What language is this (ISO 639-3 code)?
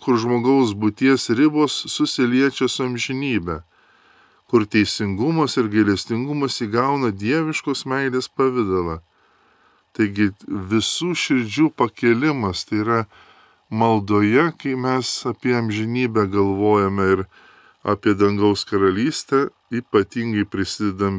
lit